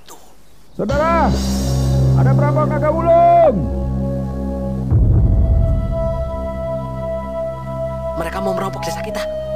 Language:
Indonesian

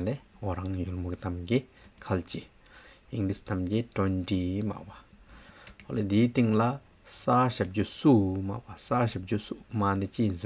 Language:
Hyolmo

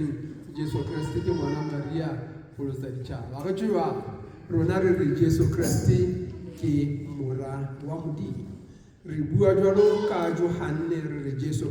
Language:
Southern Sotho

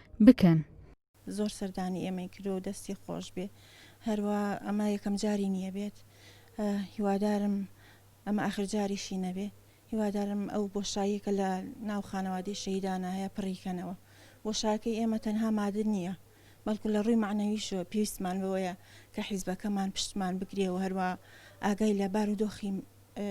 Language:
Central Kurdish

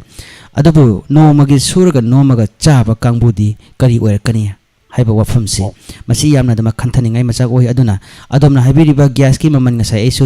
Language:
Manipuri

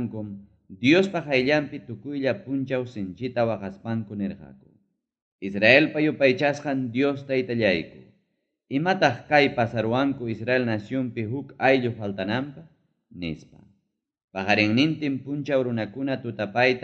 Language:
Ayacucho Quechua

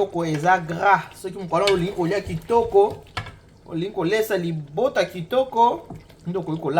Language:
Lingala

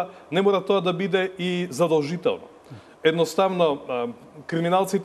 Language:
Macedonian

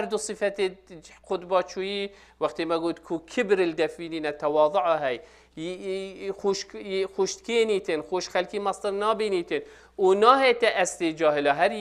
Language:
Kurdish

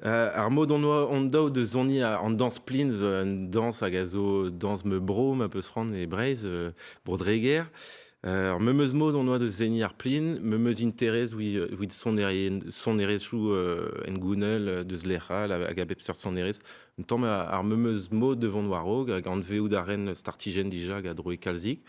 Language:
Breton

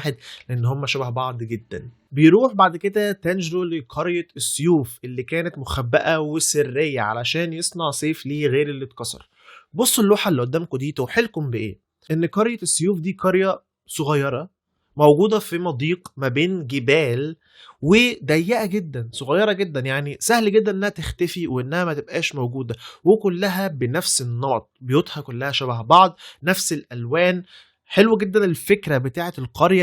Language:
Egyptian Arabic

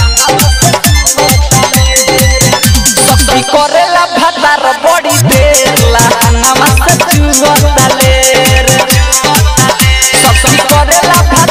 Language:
Bhojpuri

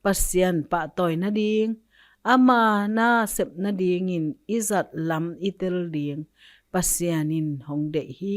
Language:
Tedim Chin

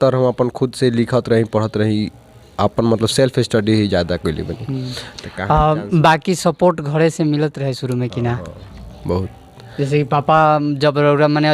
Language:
Bhojpuri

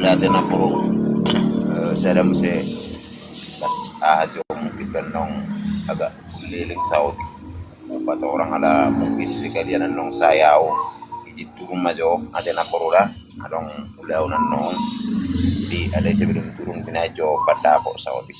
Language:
Batak Toba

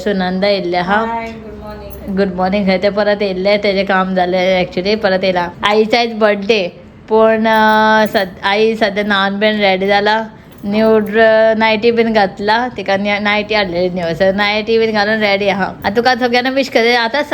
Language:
Konkani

